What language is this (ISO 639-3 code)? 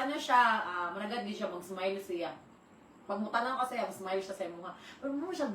ceb